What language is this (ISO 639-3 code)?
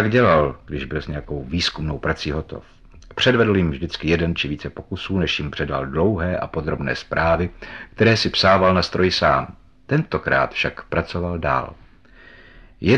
ces